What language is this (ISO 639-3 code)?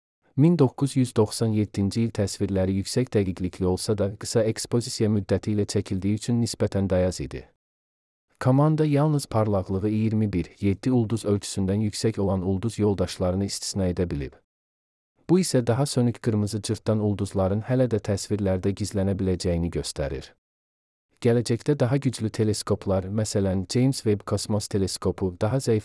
aze